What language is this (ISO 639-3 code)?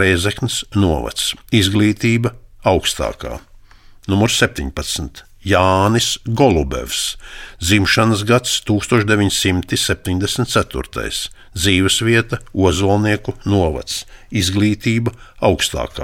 lav